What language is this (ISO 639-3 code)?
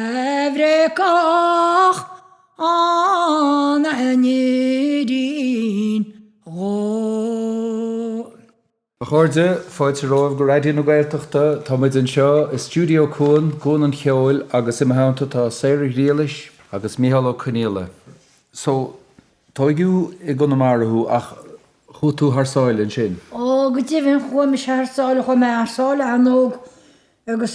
gle